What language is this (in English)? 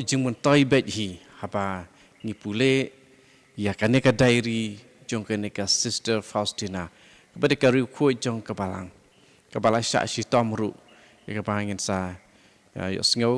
Khasi